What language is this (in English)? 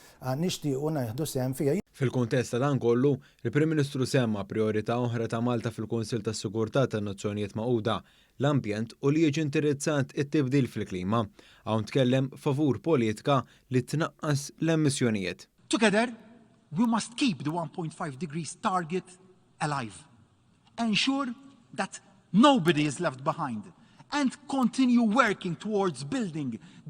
Maltese